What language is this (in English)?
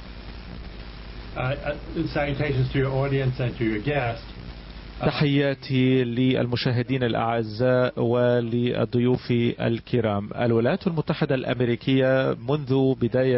Arabic